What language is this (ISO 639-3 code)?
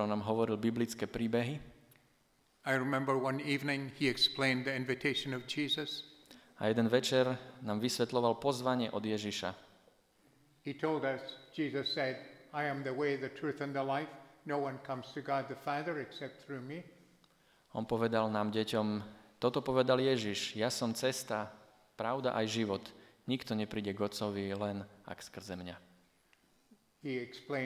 slk